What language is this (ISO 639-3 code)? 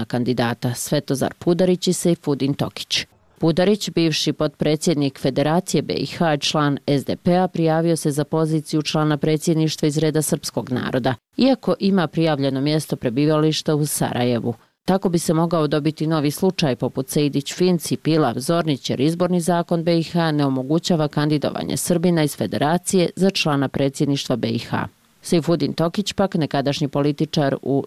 bos